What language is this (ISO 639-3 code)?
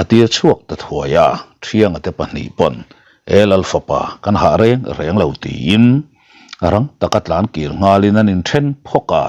lus